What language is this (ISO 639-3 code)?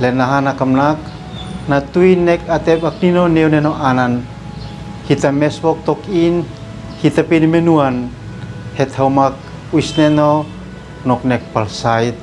aoz